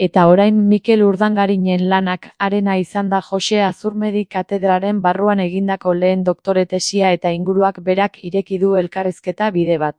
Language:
Basque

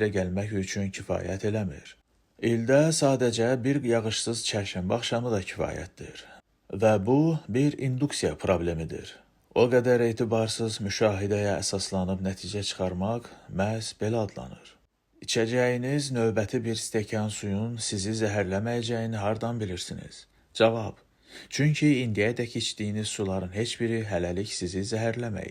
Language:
Azerbaijani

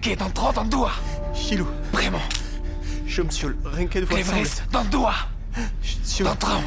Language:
Breton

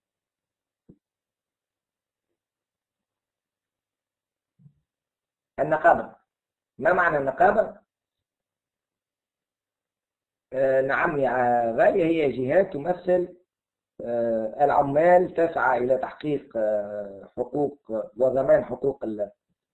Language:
Arabic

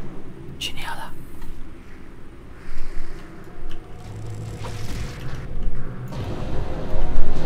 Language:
Romanian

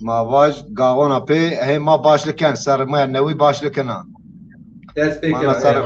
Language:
Zaza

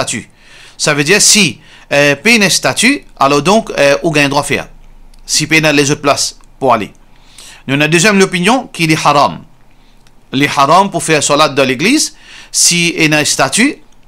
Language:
Morisyen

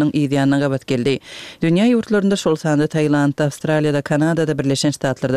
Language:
Kyrgyz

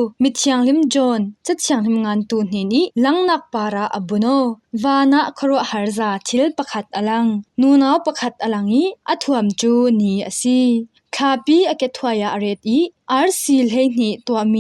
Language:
Falam Chin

